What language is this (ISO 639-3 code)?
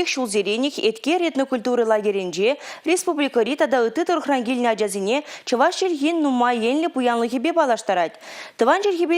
chv